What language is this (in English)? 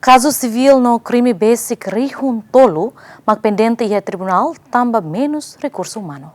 Tetum